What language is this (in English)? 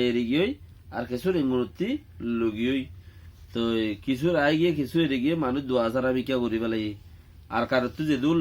Rohingya